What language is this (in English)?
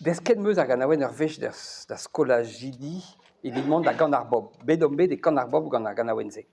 Breton